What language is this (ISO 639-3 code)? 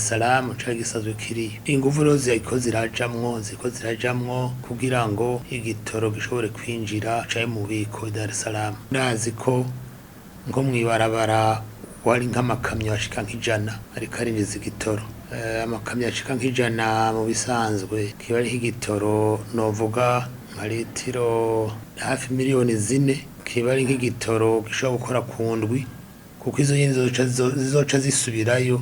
run